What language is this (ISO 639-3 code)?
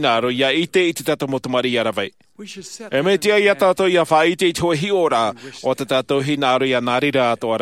tah